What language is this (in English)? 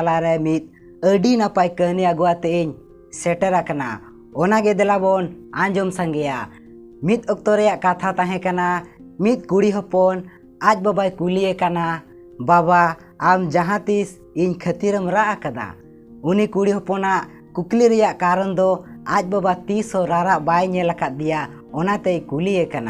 Santali